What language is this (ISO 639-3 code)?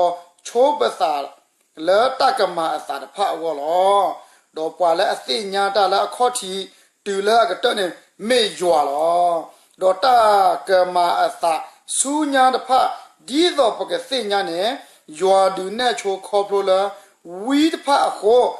ksw